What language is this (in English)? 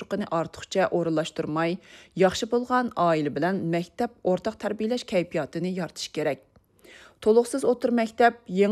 Uyghur